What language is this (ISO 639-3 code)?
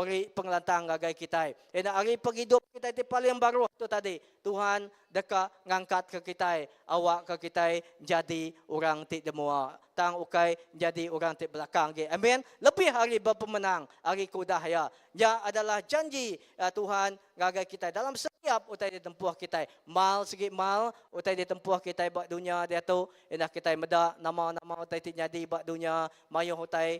iba